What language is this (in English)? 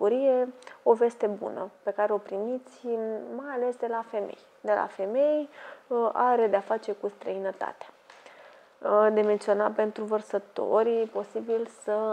Romanian